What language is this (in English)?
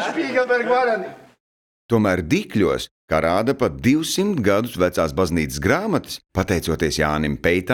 Latvian